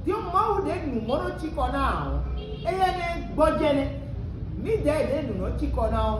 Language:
Fon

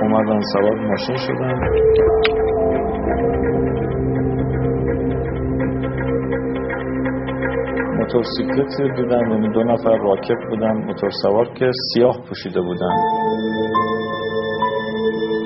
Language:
Persian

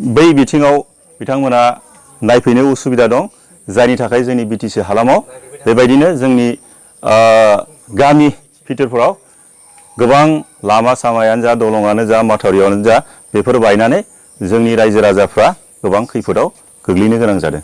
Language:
Bodo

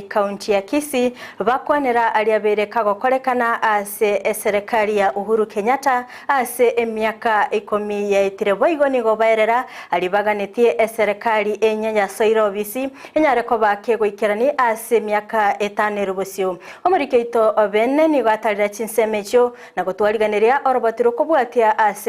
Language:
Gusii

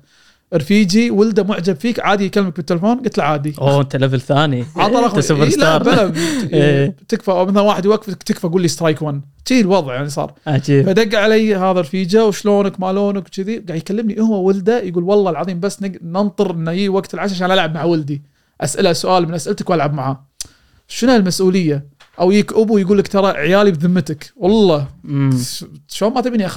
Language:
Gulf Arabic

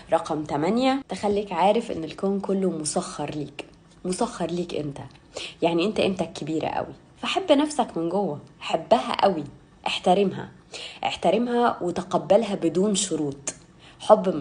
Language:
Egyptian Arabic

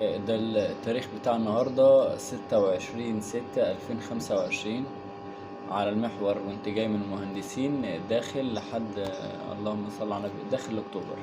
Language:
Egyptian Arabic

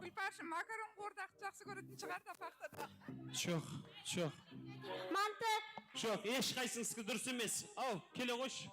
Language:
Kara-Kalpak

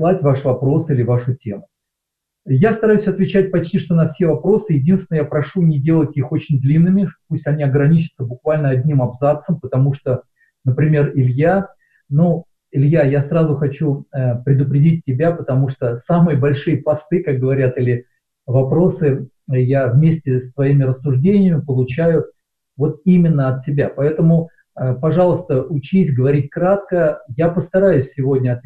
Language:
Russian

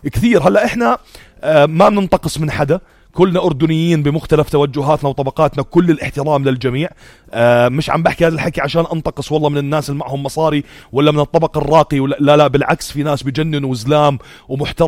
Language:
North Levantine Arabic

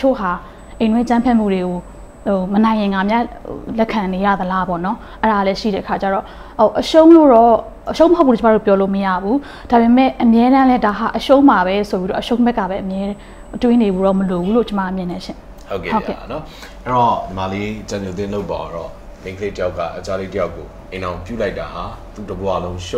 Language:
Burmese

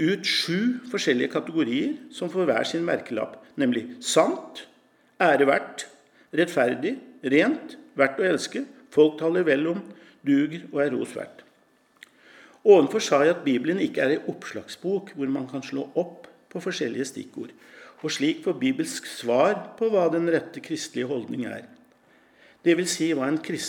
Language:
Norwegian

